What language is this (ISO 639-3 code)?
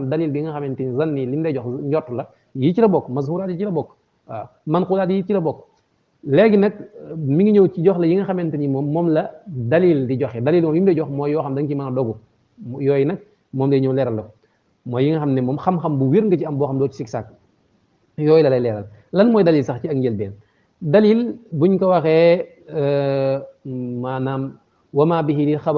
wol